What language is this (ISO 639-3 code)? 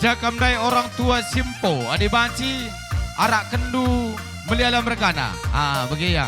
btx